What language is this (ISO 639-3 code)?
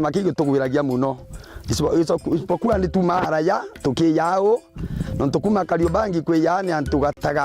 mer